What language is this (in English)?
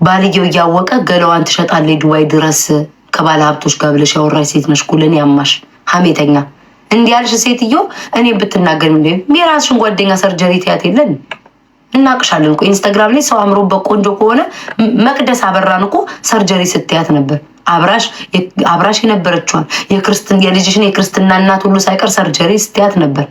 Amharic